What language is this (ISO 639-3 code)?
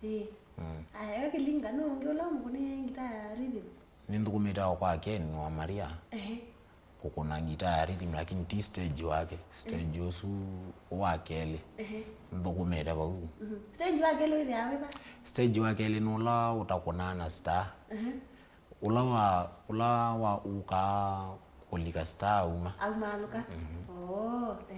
kam